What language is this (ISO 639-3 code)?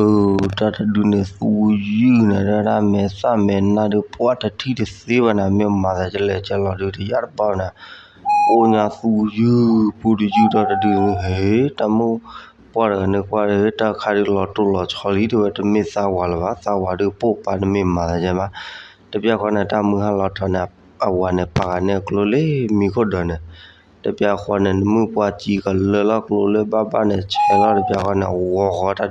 ksw